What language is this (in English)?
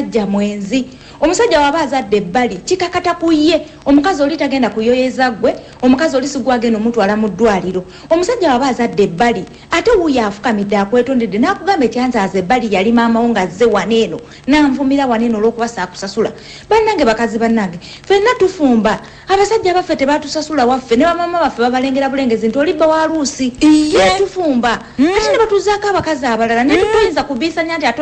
Ganda